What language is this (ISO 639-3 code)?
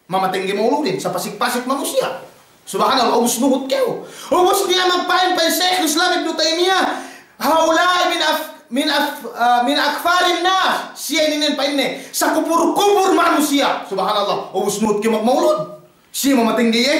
yka